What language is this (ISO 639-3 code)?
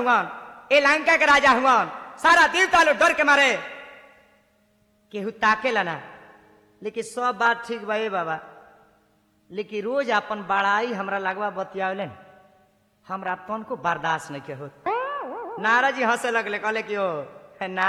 bho